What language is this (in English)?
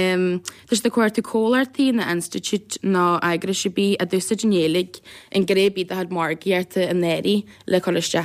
Irish